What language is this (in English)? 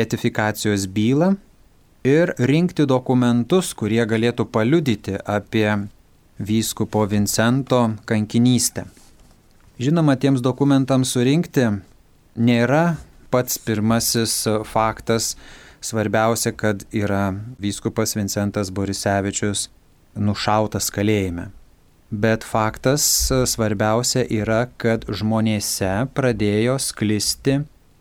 Lithuanian